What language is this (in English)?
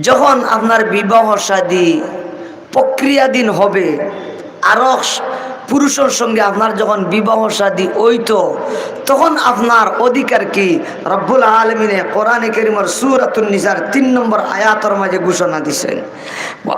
Sylheti